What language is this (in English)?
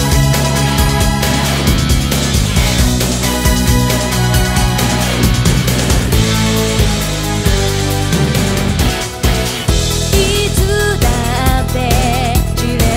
Japanese